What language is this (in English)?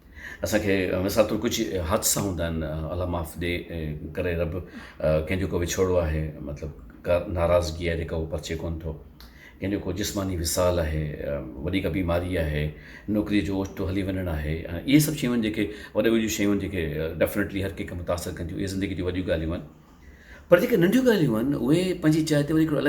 Sindhi